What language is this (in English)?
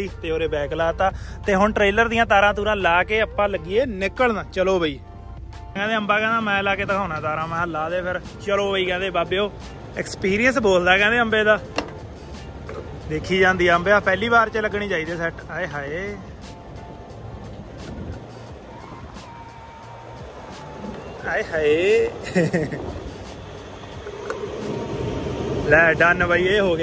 Punjabi